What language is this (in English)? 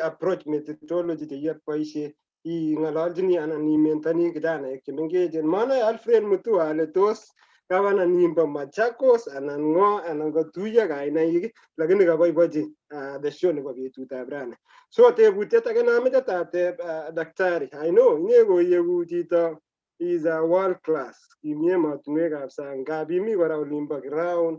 Kalenjin